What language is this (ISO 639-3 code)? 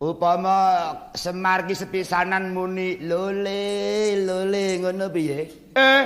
jav